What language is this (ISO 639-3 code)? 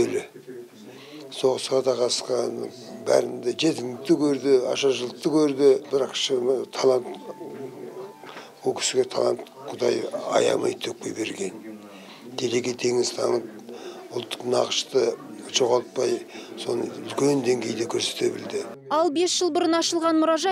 kaz